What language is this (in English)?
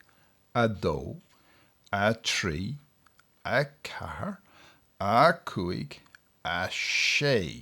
Irish